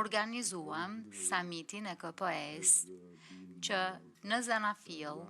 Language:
Albanian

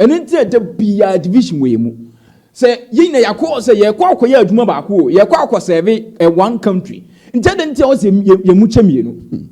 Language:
Akan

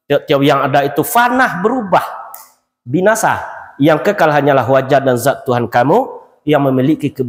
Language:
Minangkabau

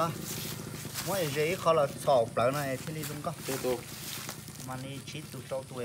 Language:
Hmong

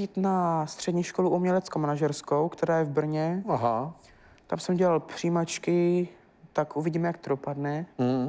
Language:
Czech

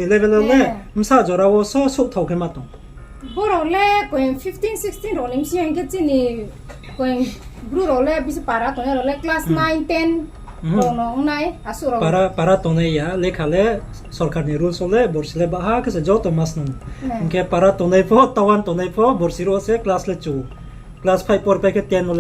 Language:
Riang (India)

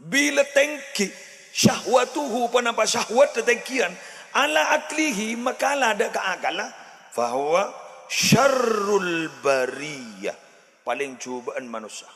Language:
Madurese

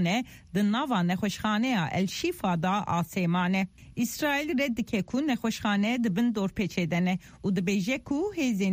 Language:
Kurdish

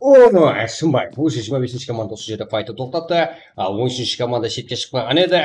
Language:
Kara-Kalpak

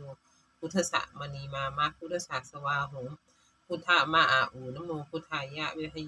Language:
Pali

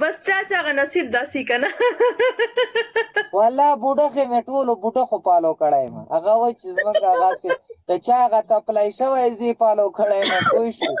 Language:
Pashto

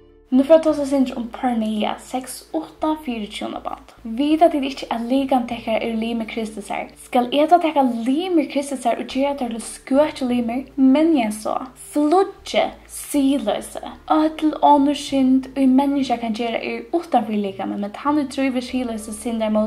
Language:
Faroese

